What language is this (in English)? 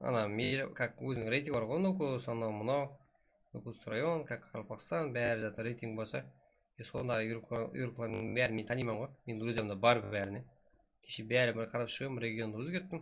Kara-Kalpak